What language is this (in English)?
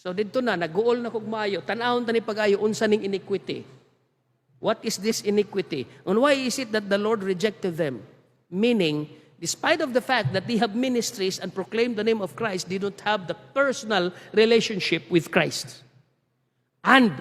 Cebuano